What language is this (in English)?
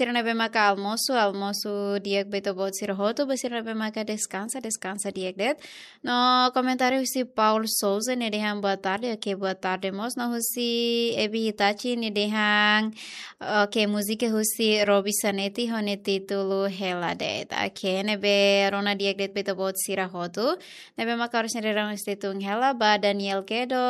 Tetum